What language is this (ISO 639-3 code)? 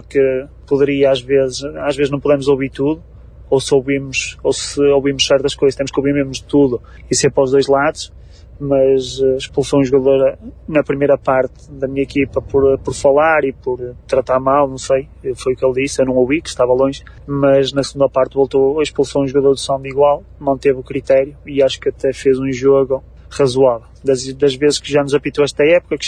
por